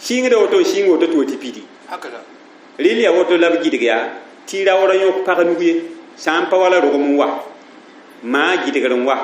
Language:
Mossi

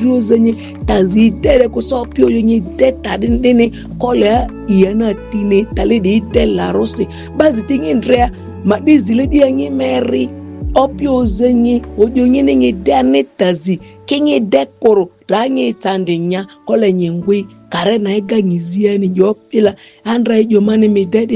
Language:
Ma'di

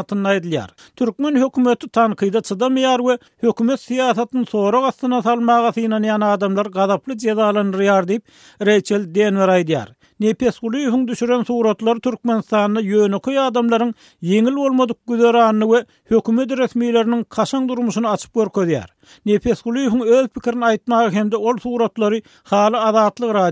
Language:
Turkmen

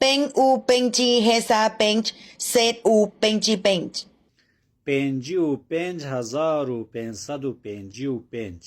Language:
Kurdish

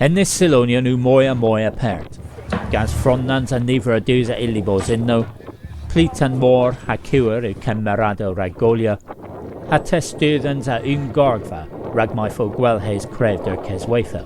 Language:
Cornish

